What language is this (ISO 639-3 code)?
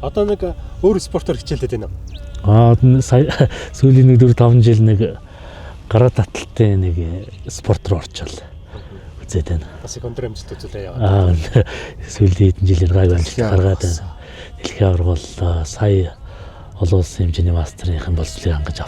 mon